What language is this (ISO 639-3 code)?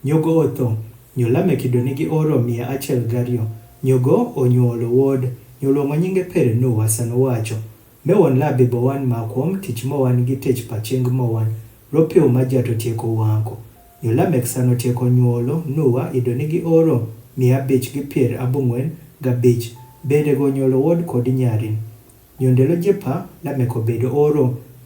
adh